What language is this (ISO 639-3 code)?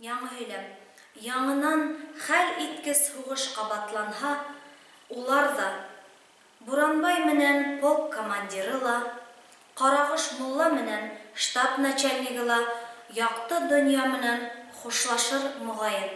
bak